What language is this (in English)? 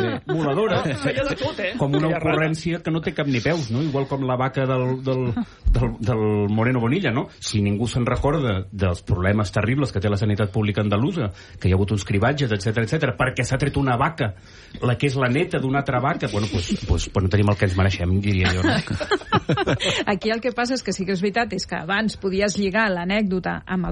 Catalan